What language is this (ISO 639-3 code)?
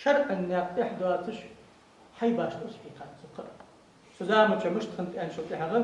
inh